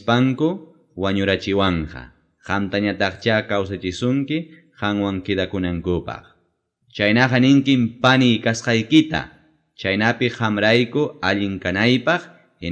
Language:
Ayacucho Quechua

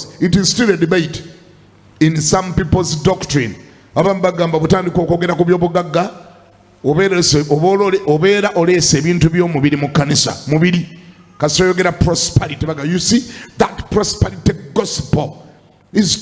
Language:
Ganda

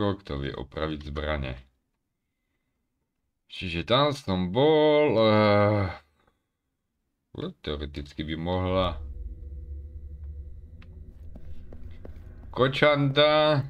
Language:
Slovak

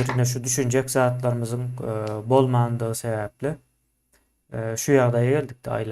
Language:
Turkmen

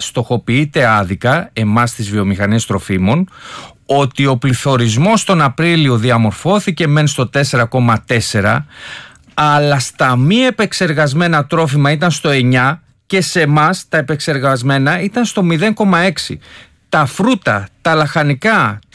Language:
Greek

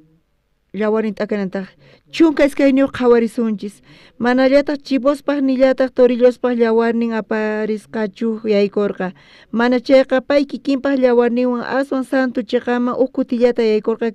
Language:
South Bolivian Quechua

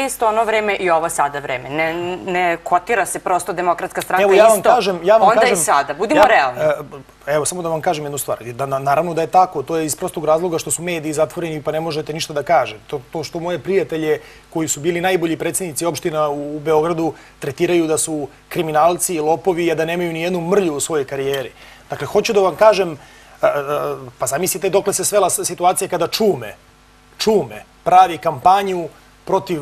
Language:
Serbian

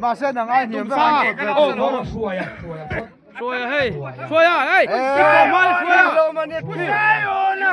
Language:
Mizo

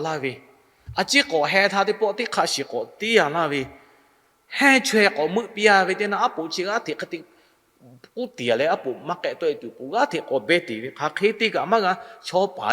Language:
Lahu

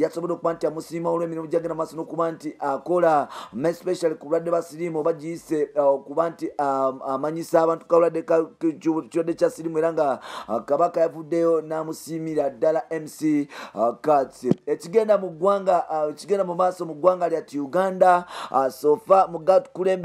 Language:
Ganda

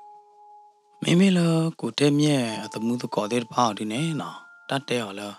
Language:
S'gaw Karen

